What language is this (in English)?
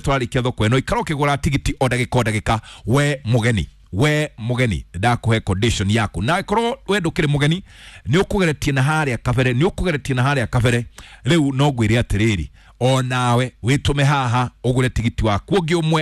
Kikuyu